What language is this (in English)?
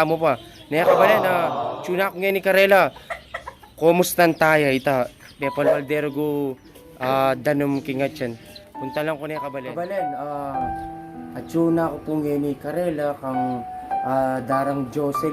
Pampanga